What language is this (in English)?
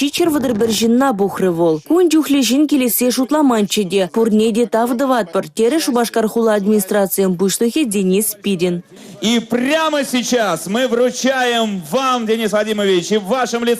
Chuvash